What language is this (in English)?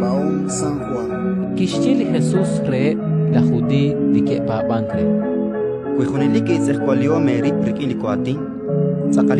Kekchí